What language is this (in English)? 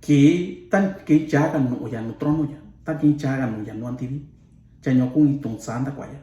Mixtepec Mixtec